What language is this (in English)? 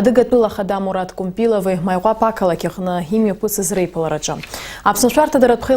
Abkhazian